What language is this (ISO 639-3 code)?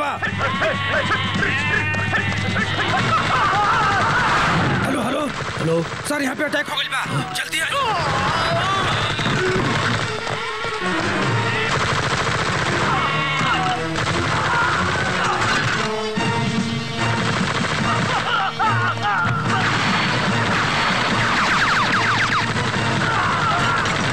bho